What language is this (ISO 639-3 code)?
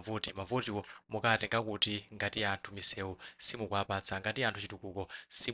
nya